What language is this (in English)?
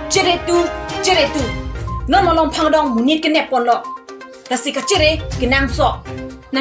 Karbi